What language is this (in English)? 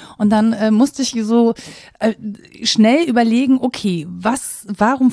German